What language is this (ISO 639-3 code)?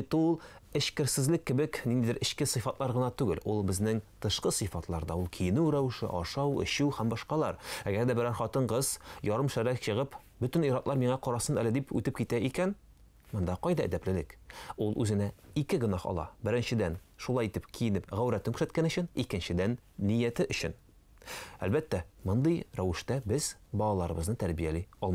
tat